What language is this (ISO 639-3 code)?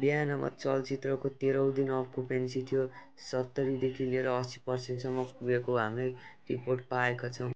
nep